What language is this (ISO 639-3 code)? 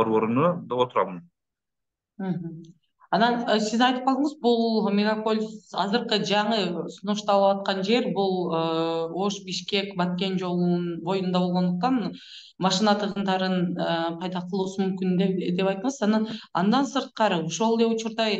kir